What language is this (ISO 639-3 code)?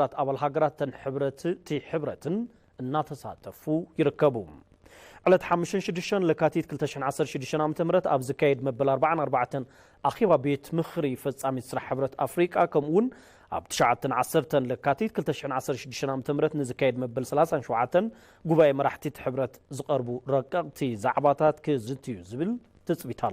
tir